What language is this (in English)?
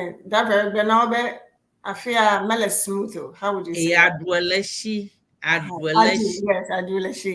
Ewe